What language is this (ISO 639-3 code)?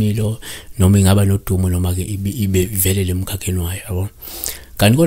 zul